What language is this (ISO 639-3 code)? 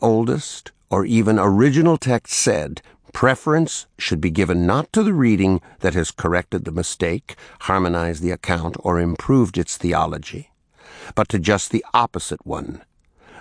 eng